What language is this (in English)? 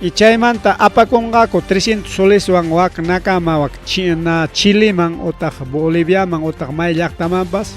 Ayacucho Quechua